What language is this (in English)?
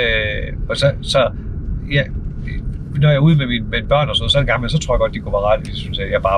Danish